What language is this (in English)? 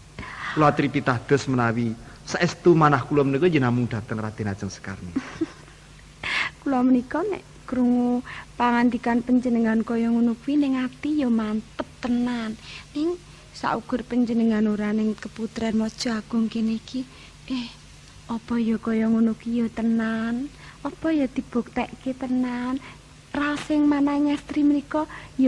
Javanese